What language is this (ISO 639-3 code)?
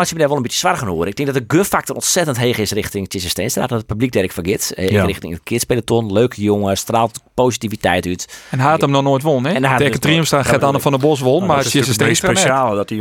fry